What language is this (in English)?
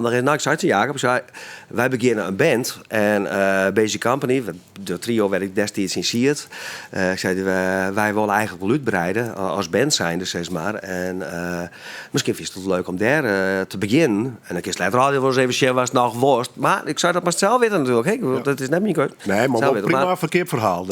Western Frisian